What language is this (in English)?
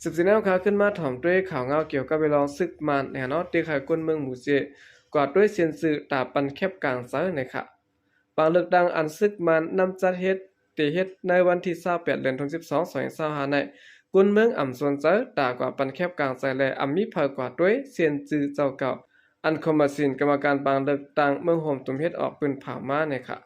Shan